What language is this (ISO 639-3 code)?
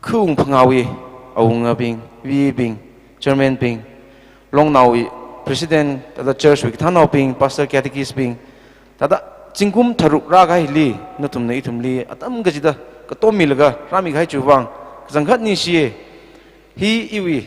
nmf